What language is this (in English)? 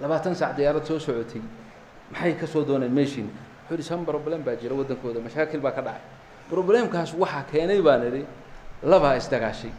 Somali